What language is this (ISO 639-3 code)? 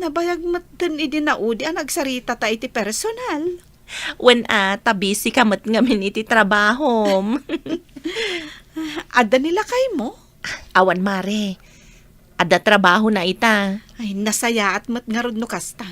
ilo